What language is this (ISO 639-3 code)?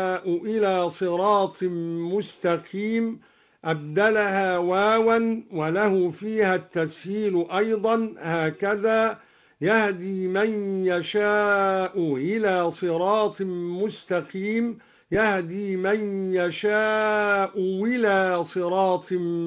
ara